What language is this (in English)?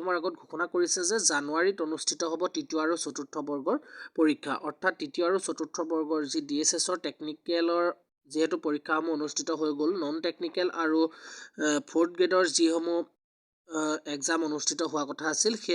Assamese